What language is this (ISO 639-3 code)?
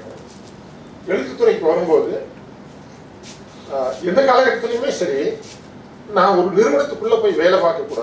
tam